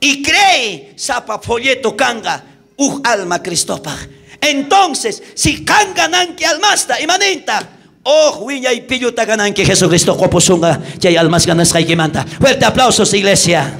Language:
South Bolivian Quechua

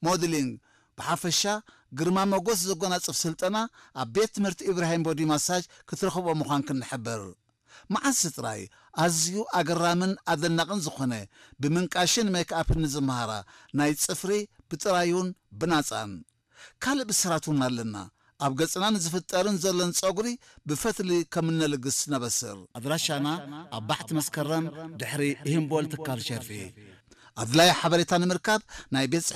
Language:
Tigrinya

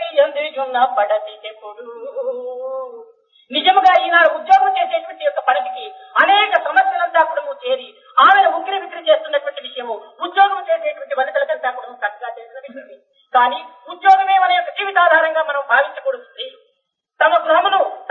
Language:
Telugu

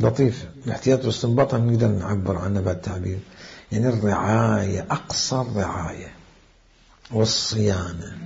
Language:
Mesopotamian Arabic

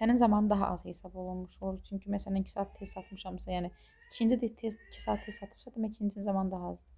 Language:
Azerbaijani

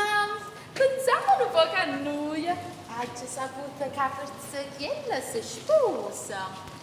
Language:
Neapolitan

